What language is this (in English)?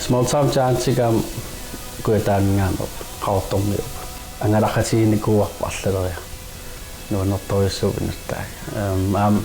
Kalaallisut